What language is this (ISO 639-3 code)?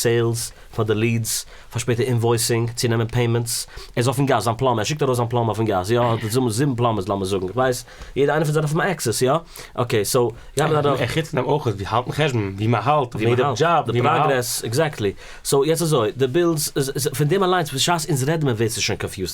yid